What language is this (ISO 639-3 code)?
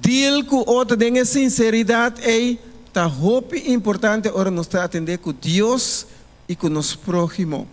pap